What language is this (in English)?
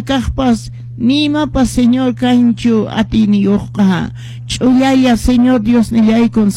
Quechua